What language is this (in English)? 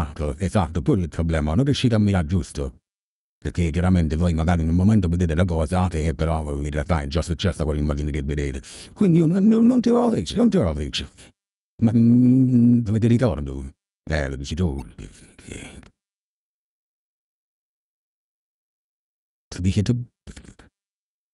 Italian